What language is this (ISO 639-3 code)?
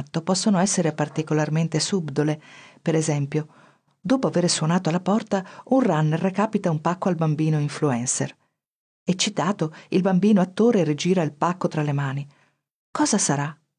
ita